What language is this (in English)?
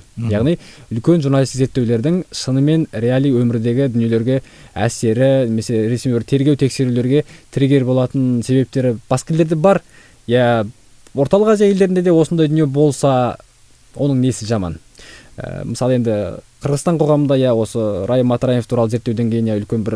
Kazakh